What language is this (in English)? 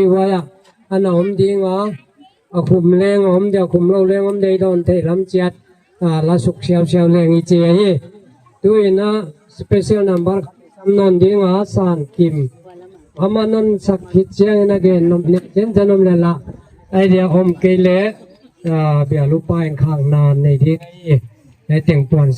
Gangte